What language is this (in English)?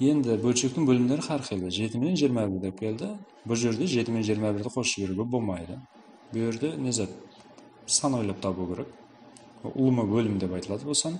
Kara-Kalpak